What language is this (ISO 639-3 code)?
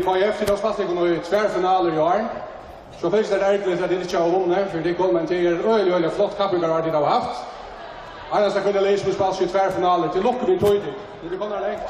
fao